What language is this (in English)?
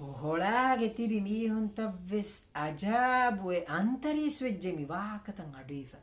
Divehi